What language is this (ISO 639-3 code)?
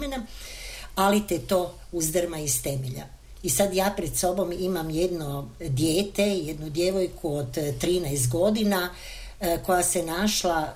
hrv